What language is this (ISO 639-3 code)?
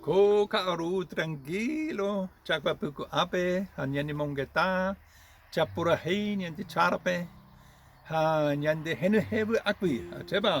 grn